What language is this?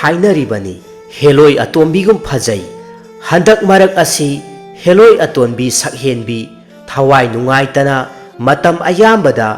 Manipuri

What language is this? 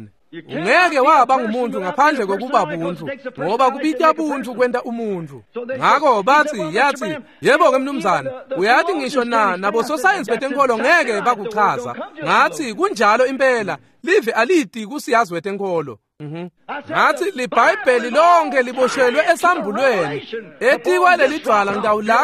Swati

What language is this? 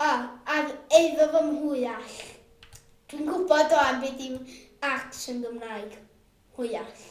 Welsh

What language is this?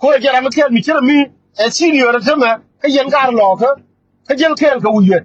Nuer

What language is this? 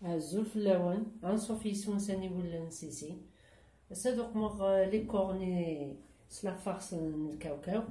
Kabyle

